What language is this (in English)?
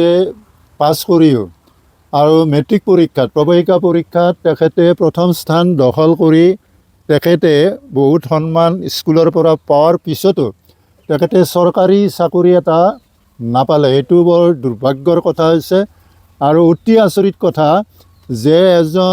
Assamese